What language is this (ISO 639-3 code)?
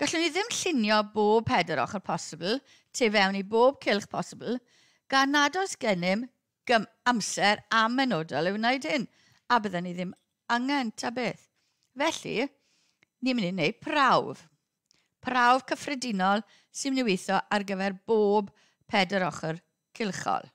cym